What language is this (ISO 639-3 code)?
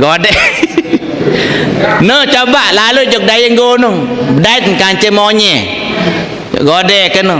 sas